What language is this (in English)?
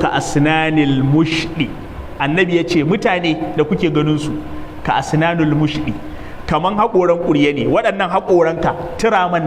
Hausa